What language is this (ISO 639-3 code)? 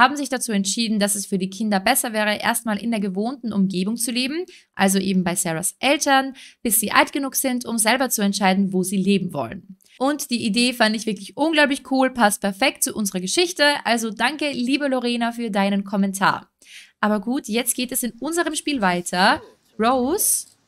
deu